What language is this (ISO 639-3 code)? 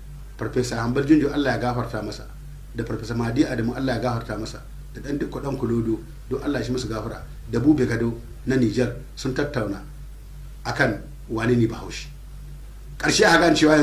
hau